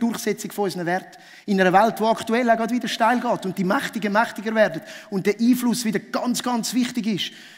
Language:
Swiss German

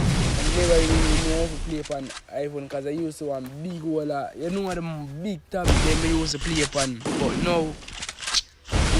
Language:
Jamaican Creole English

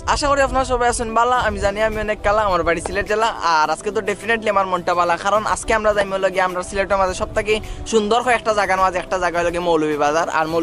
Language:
Sylheti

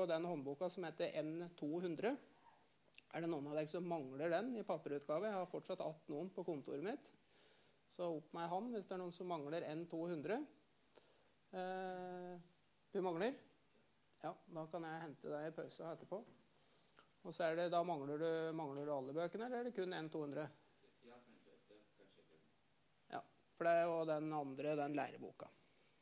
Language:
Norwegian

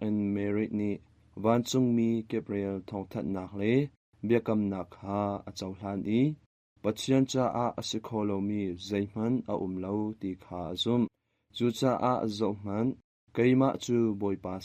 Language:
Hakha Chin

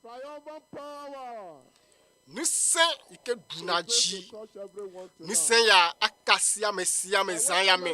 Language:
Ewe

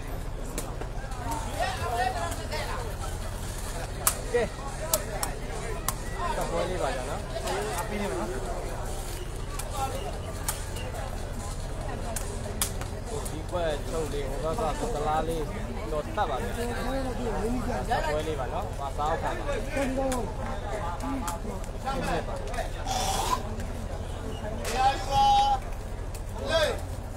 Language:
Burmese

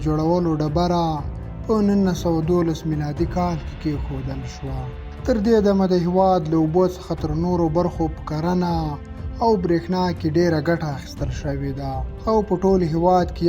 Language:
Pashto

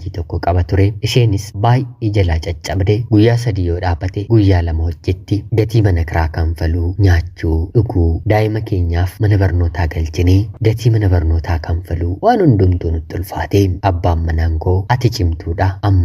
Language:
Oromo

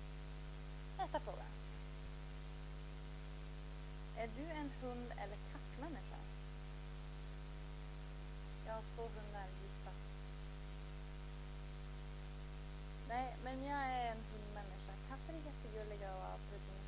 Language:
Swedish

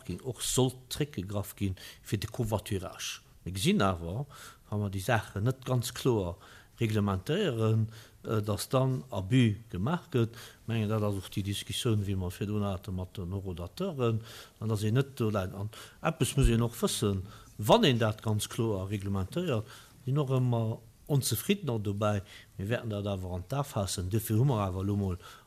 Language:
Luxembourgish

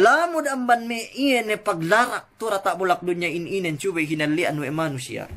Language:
Yakan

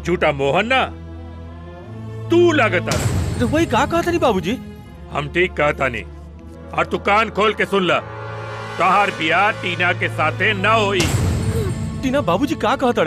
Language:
Bhojpuri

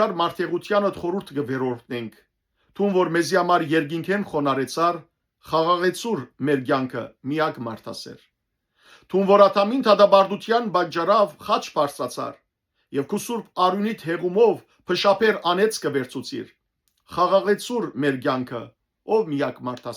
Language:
Western Armenian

